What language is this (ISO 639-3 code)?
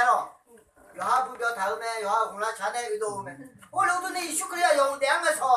ahk